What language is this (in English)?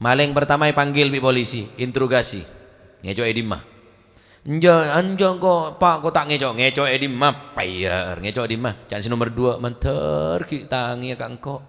Madurese